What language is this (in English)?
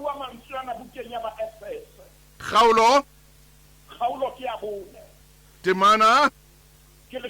Southern Sotho